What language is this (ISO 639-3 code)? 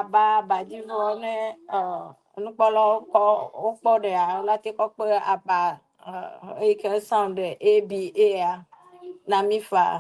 ewe